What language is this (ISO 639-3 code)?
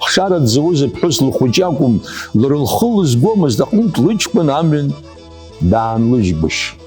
abk